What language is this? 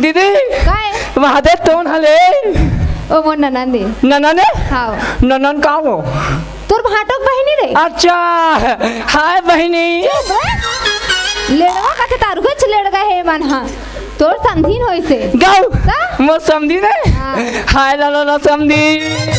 Chhattisgarhi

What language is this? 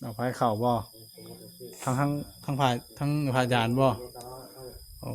Northeastern Thai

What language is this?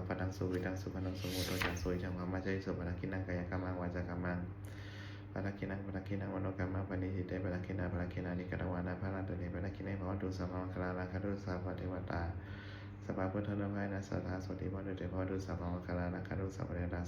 Pali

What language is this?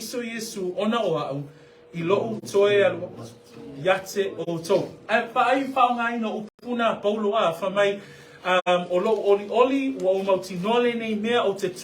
Samoan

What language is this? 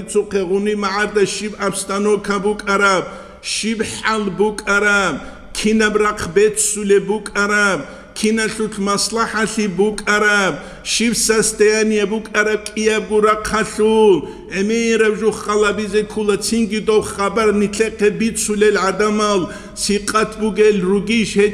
Avaric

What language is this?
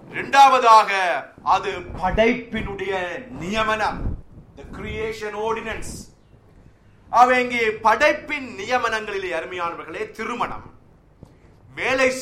Tamil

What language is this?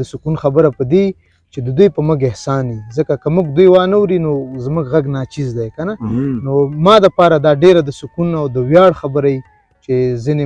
Pashto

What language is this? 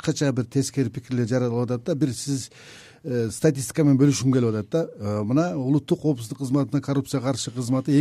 Kyrgyz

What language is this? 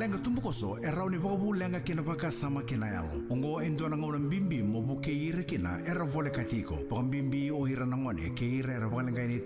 Fijian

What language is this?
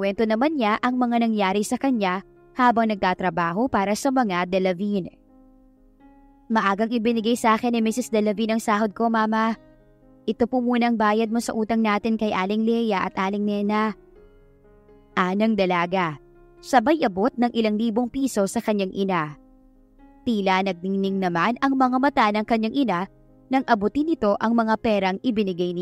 Filipino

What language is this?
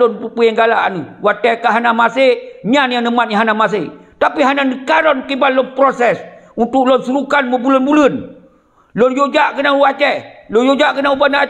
Achinese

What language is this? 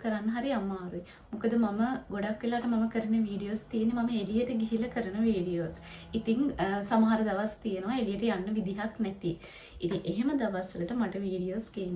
Sinhala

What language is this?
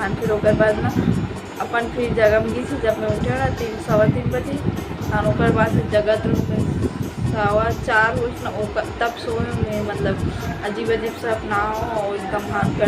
Chhattisgarhi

